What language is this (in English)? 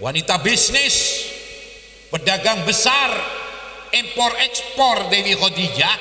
Madurese